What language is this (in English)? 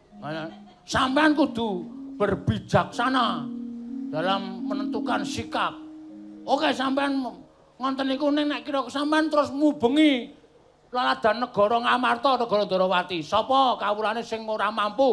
Javanese